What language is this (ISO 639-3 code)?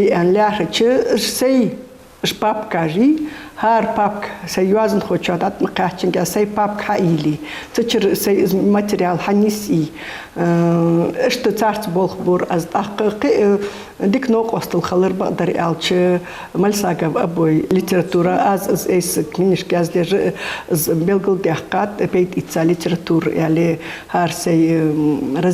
inh